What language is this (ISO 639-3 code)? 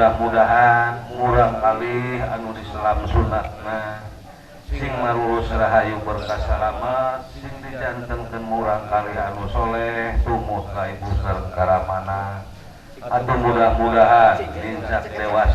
sun